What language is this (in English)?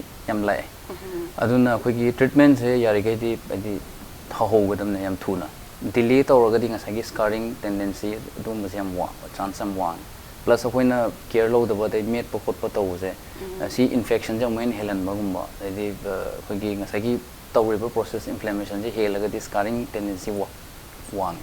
Manipuri